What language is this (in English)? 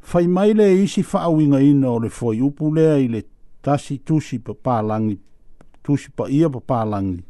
Samoan